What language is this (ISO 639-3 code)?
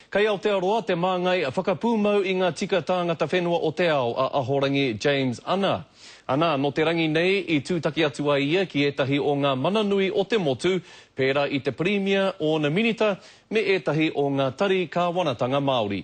mri